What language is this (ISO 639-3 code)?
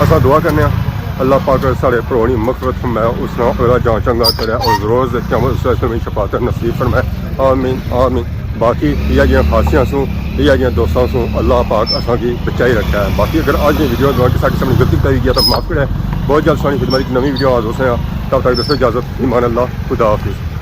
phr